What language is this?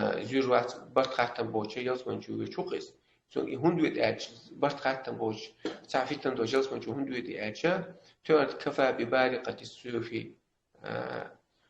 Chechen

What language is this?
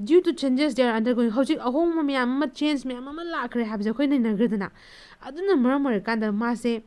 Manipuri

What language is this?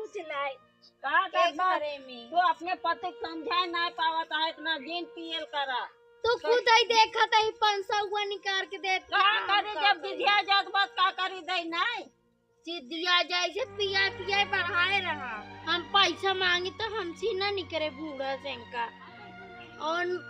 Awadhi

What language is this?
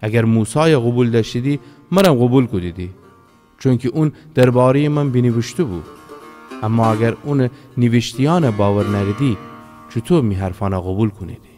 Gilaki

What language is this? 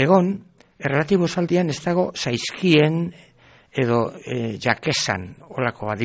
Basque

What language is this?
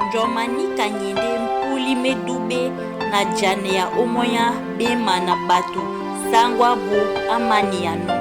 Duala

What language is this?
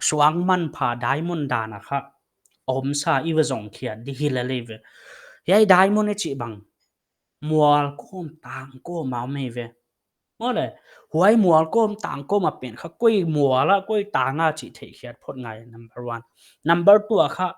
Paite Chin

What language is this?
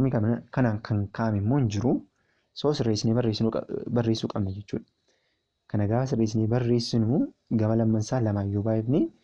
Oromo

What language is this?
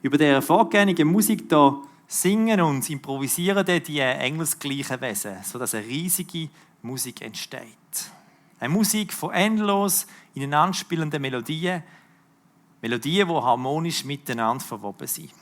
Swiss German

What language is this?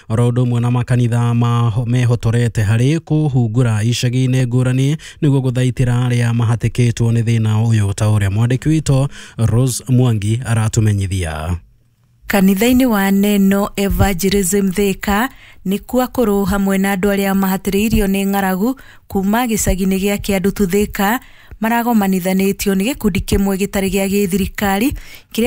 Kikuyu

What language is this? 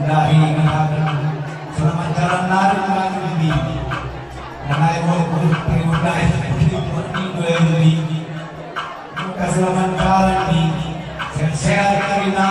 Batak Karo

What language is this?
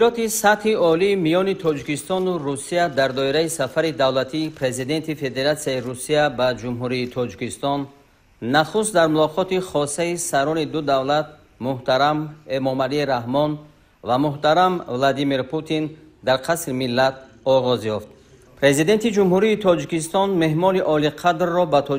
Tajik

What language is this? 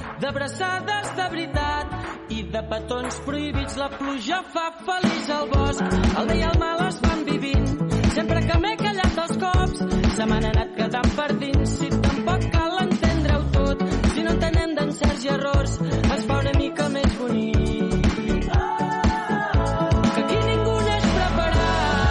Catalan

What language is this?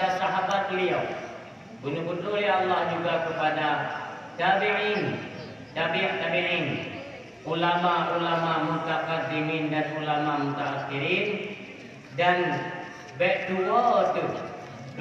Achinese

